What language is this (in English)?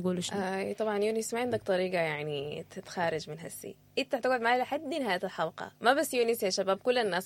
Sudanese Arabic